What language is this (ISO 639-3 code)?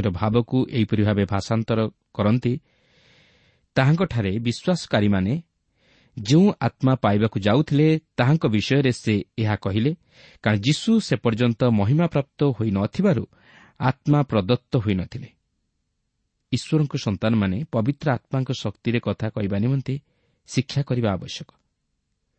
ori